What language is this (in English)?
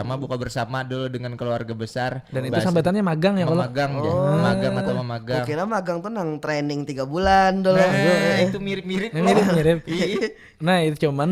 Banjar